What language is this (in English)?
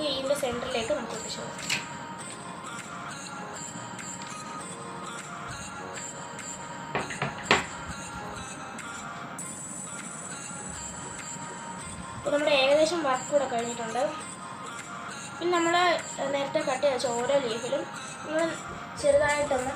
Malayalam